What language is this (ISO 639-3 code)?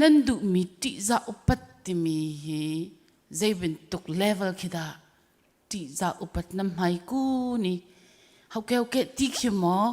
cnh